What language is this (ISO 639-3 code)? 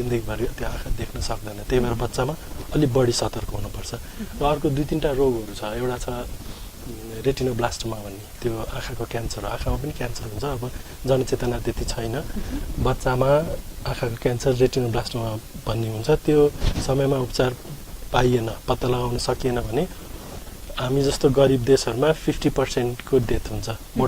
nep